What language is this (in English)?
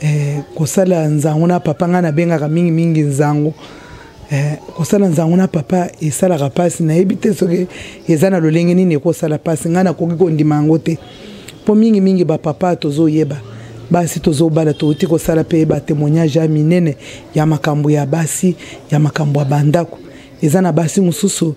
Lingala